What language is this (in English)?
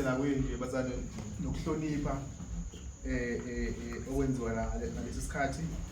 Zulu